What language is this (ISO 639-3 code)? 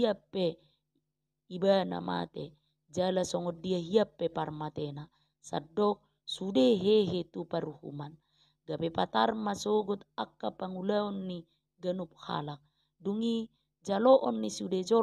bbc